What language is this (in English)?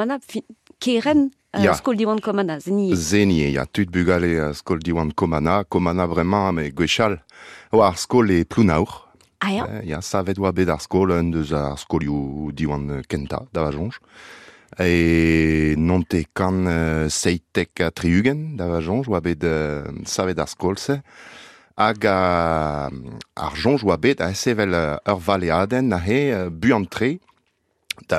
Breton